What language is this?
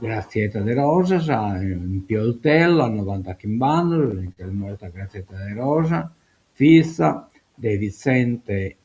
Sardinian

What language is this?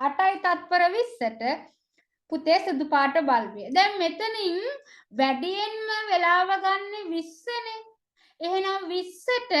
Sinhala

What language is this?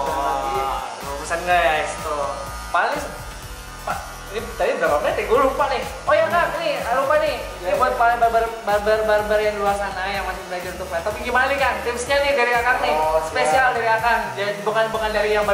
Indonesian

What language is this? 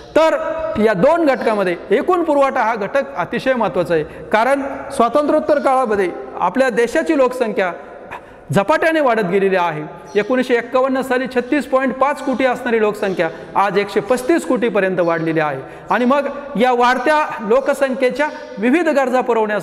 Marathi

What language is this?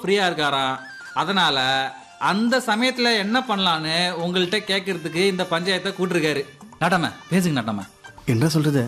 Tamil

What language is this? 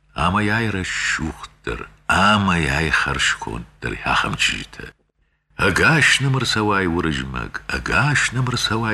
Ossetic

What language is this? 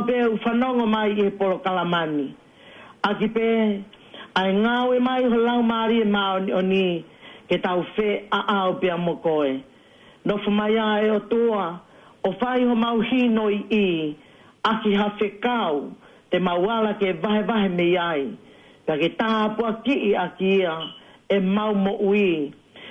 Tongan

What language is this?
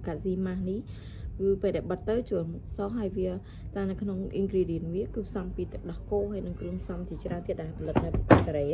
Khmer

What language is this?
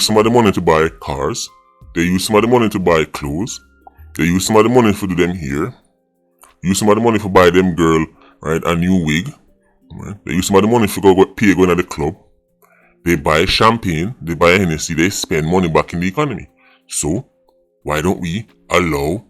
Jamaican Creole English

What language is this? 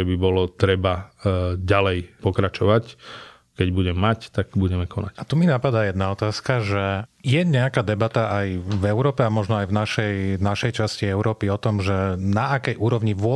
Slovak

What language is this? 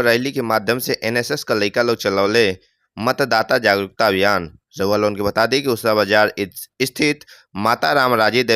Bhojpuri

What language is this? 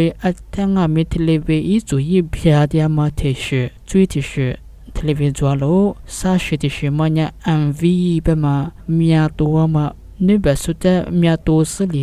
Lisu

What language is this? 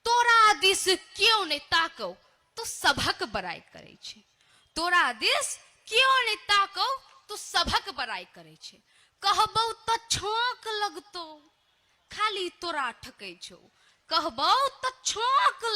Maithili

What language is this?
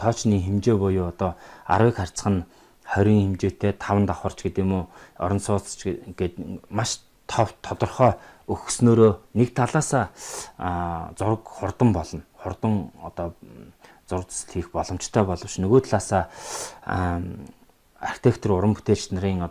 Mongolian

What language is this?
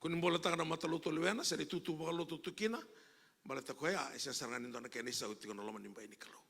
Fijian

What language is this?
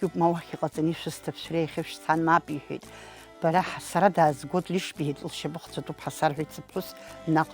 Abkhazian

